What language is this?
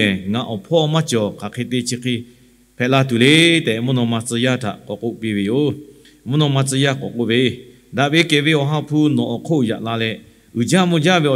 Lahu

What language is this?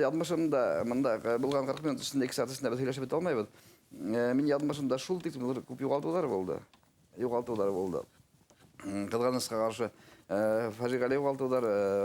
Bashkir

